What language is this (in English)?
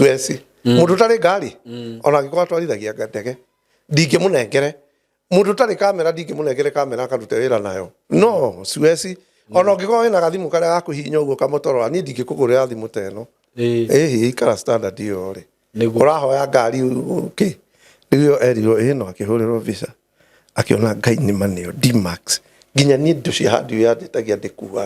Kikuyu